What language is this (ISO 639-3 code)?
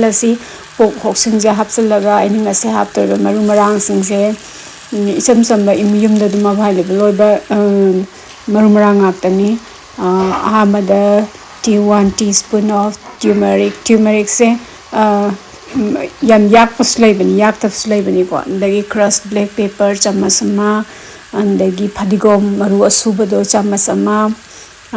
mni